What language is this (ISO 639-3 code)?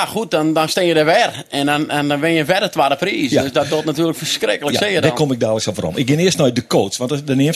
fry